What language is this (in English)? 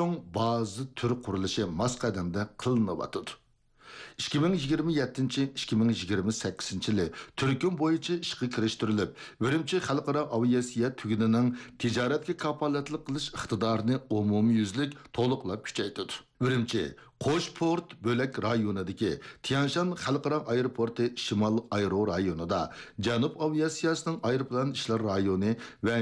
Uyghur